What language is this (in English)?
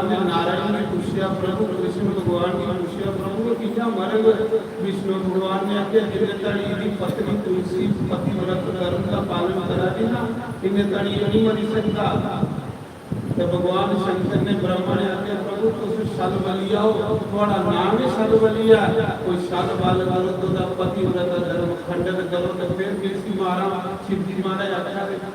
Dogri